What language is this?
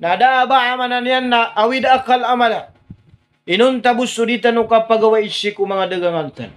Maranao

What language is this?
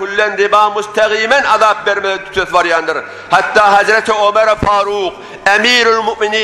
Turkmen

